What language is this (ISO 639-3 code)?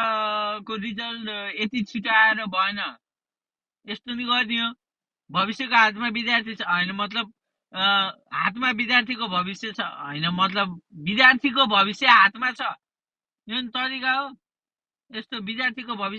nep